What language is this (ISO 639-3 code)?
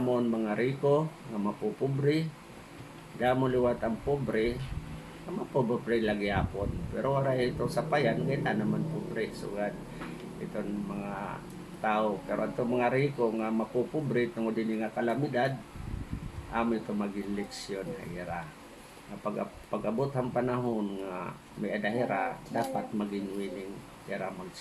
war